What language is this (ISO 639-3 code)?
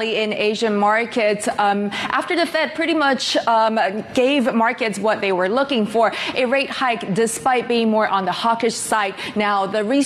eng